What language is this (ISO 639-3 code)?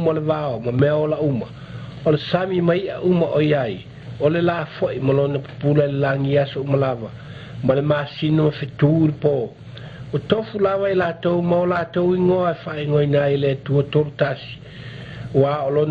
smo